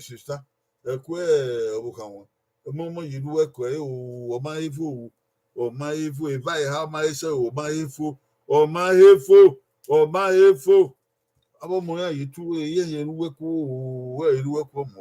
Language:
Bini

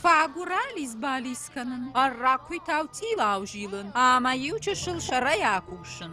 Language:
Ossetic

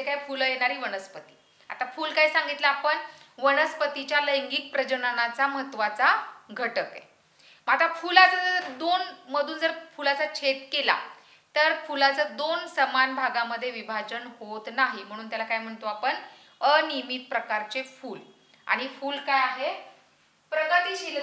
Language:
Marathi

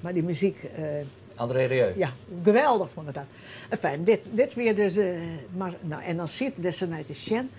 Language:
Western Frisian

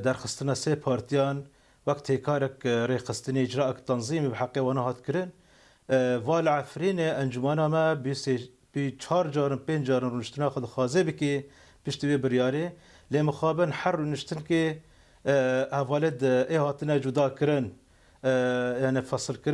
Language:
Kurdish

